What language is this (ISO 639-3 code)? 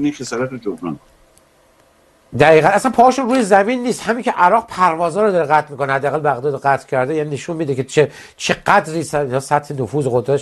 fas